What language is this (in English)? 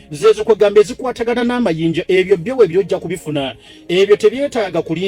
Ganda